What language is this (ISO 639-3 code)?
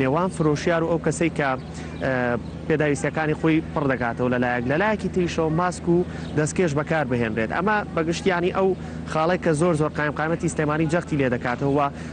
ckb